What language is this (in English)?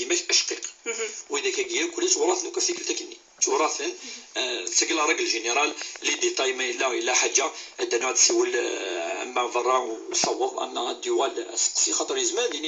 Kabyle